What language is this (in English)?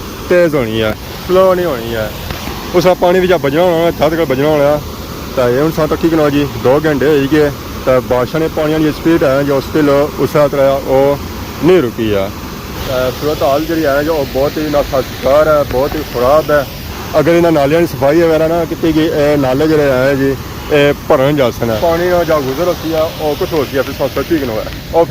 Pahari-Potwari